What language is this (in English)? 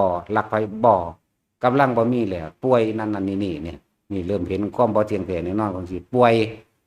Northeastern Thai